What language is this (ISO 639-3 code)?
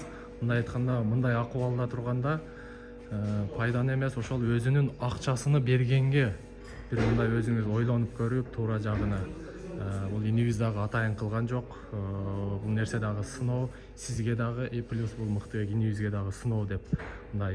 kir